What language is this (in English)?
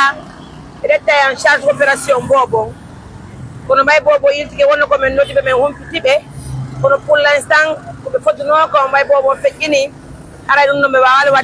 Fula